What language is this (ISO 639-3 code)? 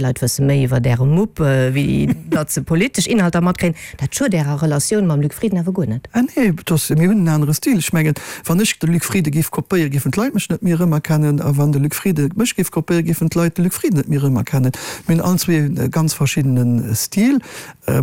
ltz